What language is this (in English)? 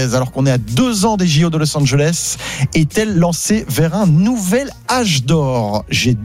French